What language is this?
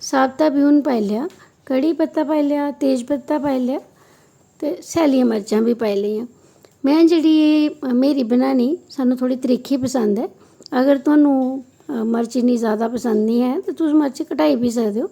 Dogri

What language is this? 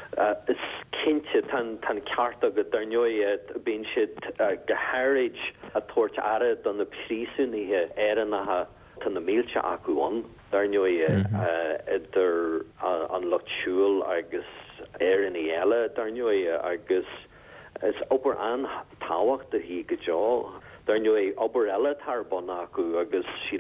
Irish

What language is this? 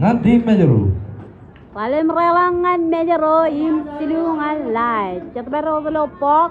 Marshallese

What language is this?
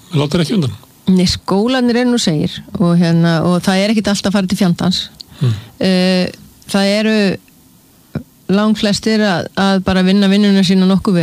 Icelandic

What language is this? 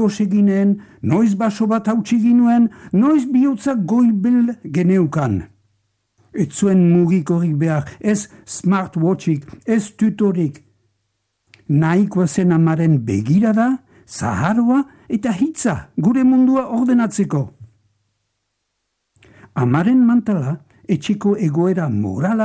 Basque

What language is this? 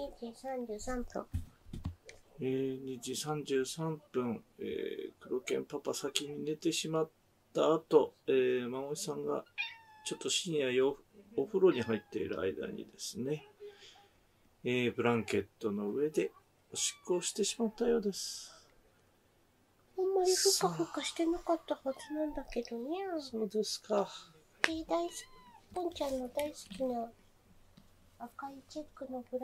Japanese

